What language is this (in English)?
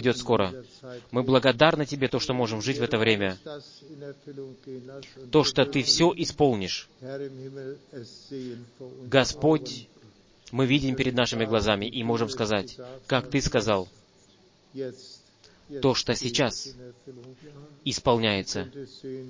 Russian